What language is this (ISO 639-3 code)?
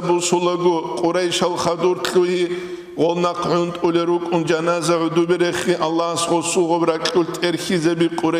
ava